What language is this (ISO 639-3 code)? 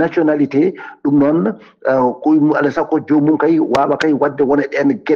ful